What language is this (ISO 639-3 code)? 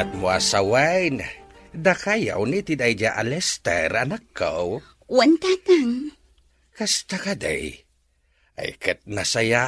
ilo